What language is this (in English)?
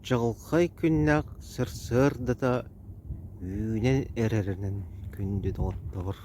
Yakut